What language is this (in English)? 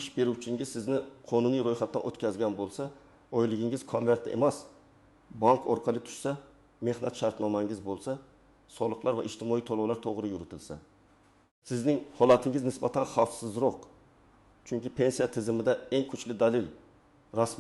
Uzbek